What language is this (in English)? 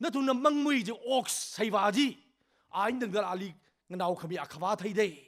Tangkhul Naga (India)